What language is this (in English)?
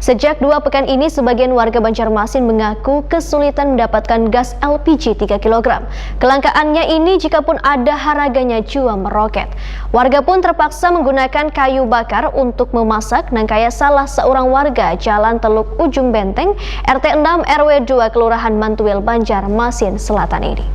Banjar